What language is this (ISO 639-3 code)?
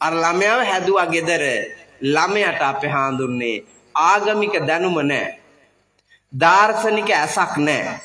sin